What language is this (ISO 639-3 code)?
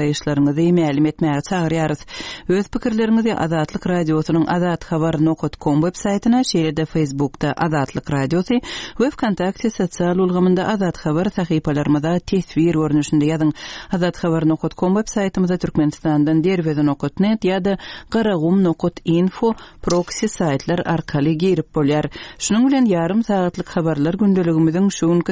tuk